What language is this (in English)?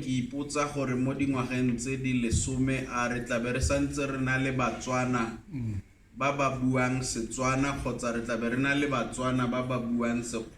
Tswana